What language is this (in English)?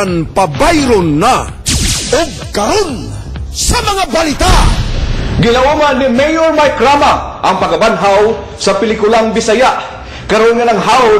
Cebuano